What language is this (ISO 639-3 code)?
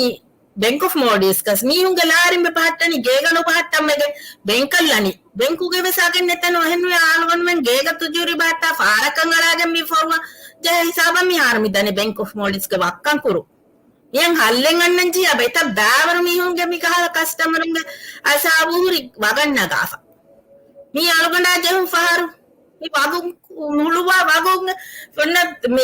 div